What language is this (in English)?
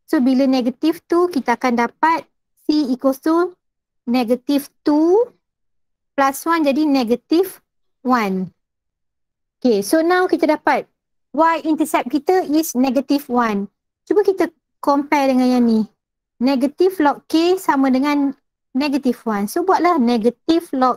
Malay